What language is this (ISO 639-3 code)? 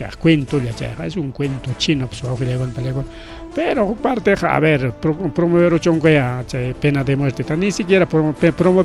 quy